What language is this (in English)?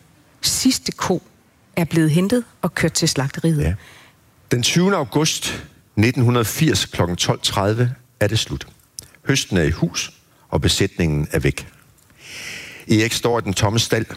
Danish